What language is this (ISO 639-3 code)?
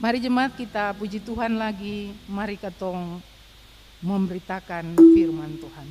abs